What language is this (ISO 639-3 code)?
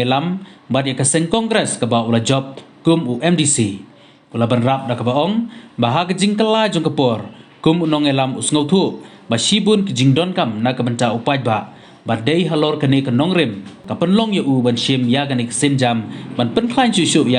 kha